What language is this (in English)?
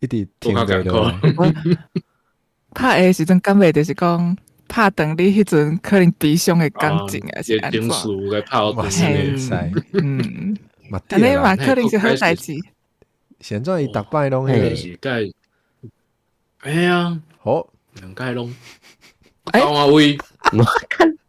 Min Nan Chinese